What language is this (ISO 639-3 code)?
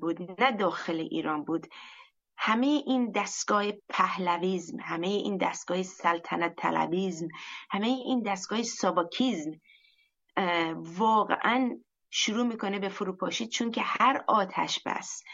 fas